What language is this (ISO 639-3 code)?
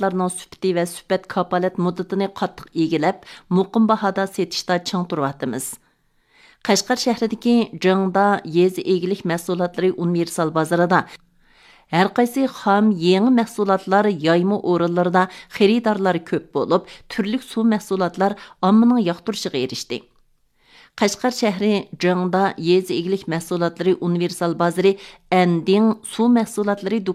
uig